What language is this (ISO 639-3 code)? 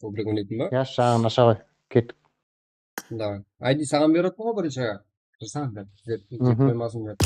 kaa